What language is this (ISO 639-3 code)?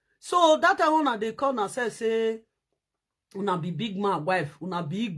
pcm